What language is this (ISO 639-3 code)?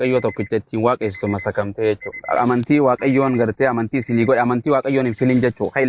orm